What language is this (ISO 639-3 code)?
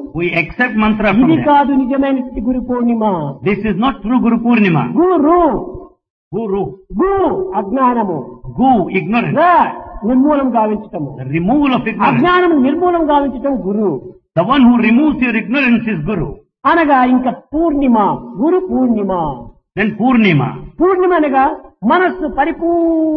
tel